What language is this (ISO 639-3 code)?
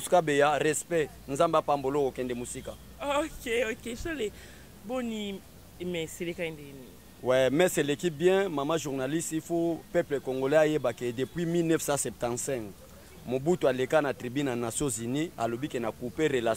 lin